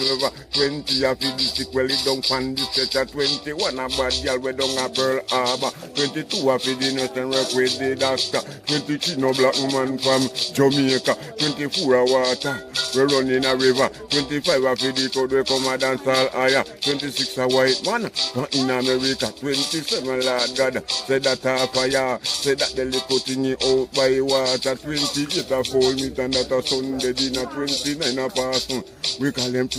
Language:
Jamaican Creole English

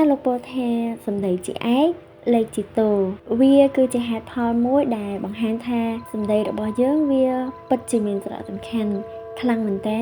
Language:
Khmer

